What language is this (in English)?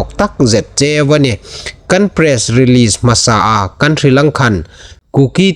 Hmar